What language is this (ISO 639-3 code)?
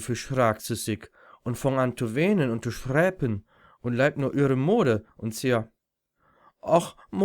nds